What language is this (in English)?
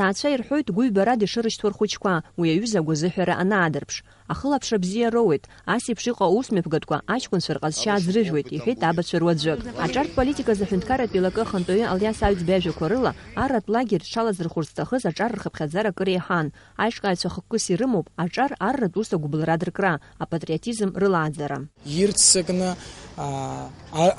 Abkhazian